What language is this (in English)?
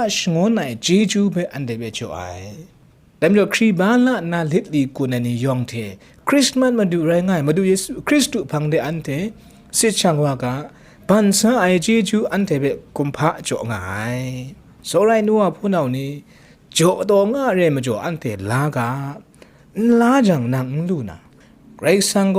Kachin